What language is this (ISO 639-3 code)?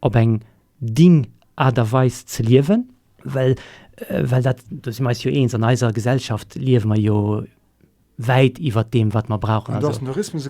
ltz